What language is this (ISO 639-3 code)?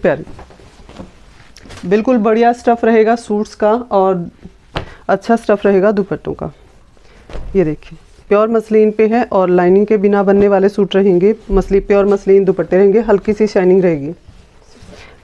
hin